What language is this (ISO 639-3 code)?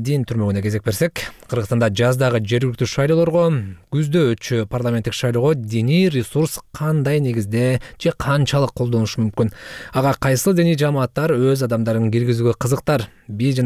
kir